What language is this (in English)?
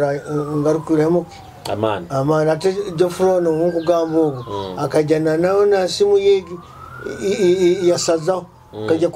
Nyoro